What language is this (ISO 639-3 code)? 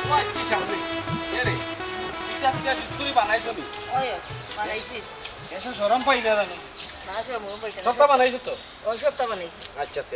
syl